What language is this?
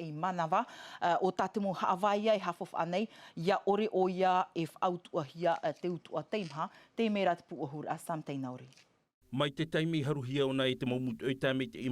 Tahitian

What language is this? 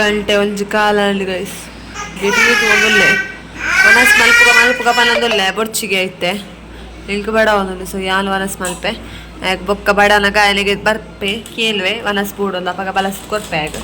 Tulu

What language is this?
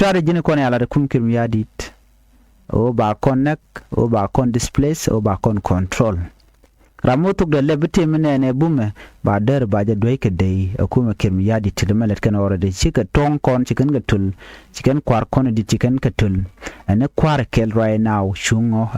Nuer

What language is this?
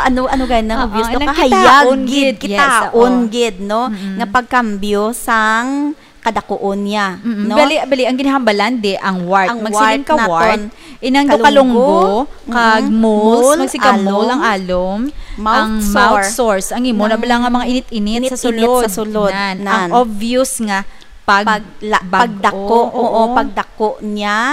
Hiligaynon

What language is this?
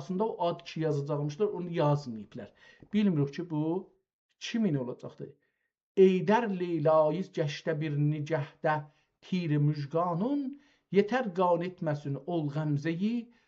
South Azerbaijani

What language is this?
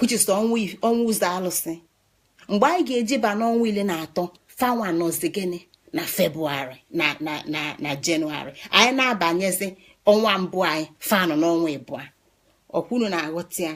Igbo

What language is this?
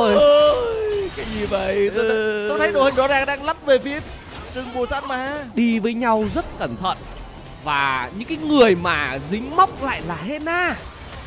Vietnamese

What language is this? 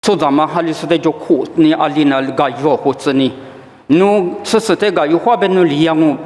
Lisu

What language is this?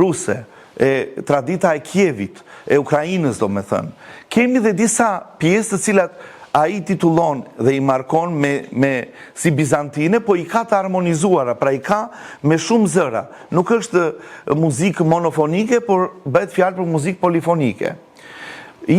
Albanian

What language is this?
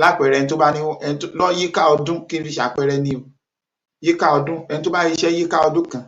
Yoruba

